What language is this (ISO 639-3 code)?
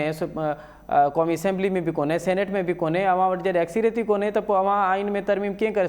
snd